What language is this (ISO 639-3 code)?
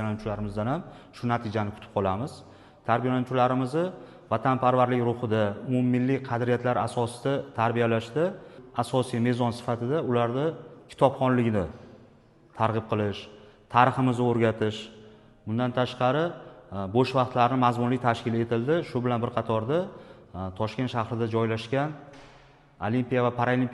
uzb